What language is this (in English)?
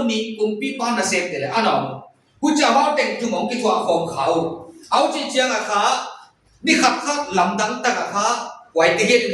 Paite Chin